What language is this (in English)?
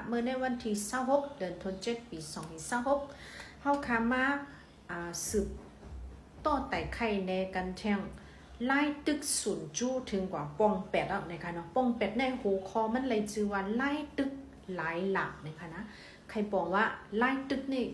Shan